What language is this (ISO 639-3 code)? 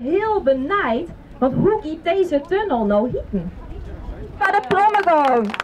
fry